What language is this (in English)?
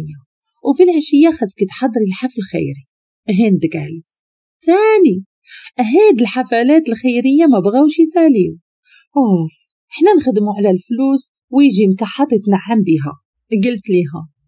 Moroccan Arabic